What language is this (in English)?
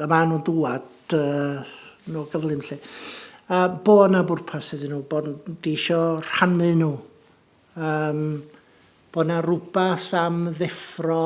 Welsh